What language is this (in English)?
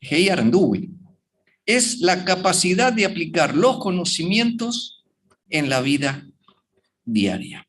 Guarani